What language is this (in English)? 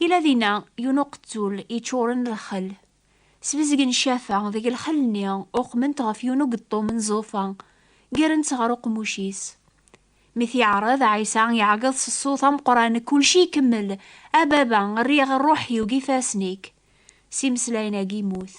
Kabyle